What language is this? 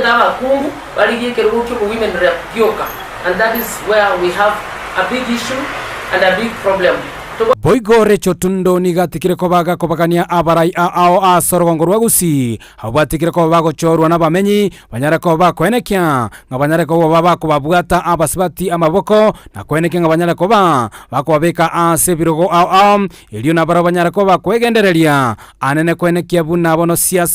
Gusii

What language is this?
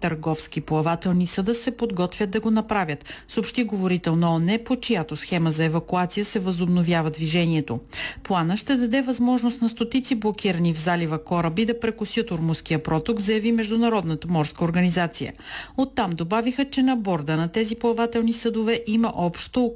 Bulgarian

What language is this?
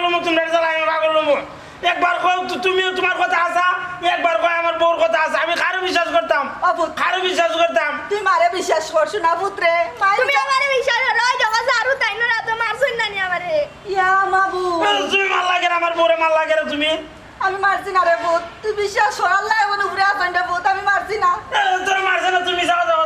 Sylheti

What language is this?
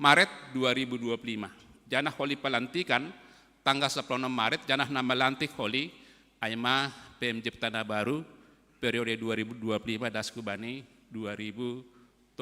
Batak Simalungun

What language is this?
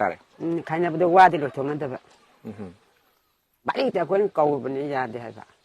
Manipuri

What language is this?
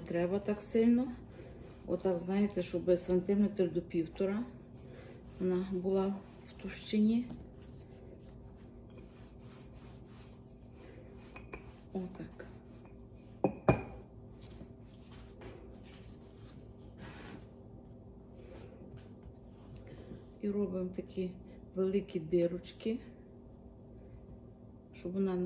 Ukrainian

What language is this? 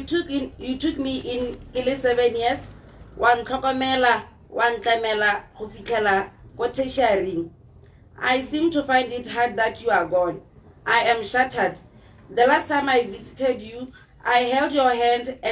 Tswana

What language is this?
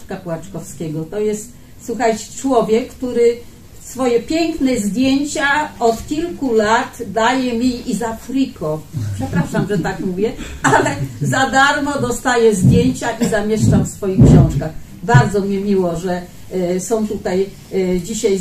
Polish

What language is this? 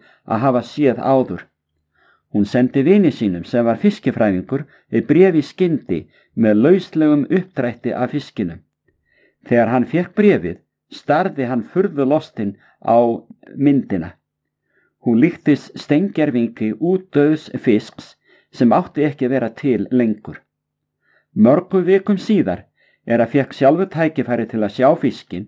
Icelandic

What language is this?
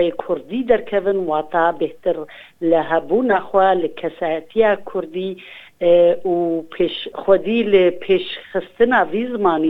Kurdish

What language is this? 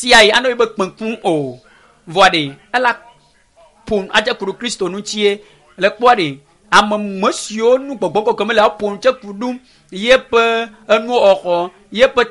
Ewe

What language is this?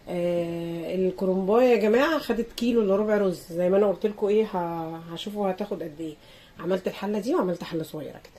Egyptian Arabic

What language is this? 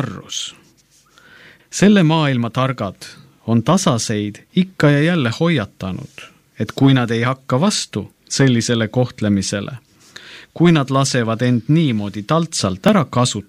Estonian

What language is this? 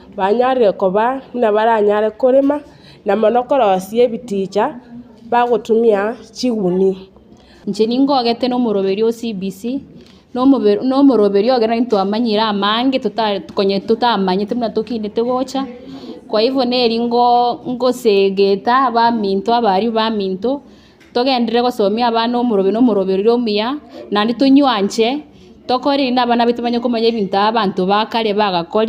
Gusii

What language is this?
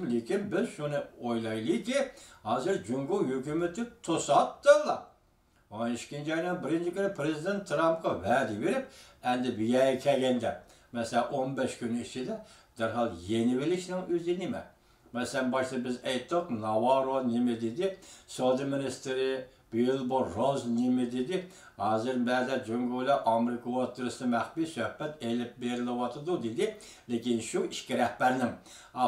Uyghur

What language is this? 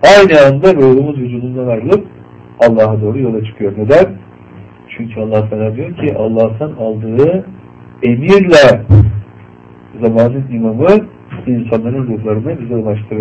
Turkish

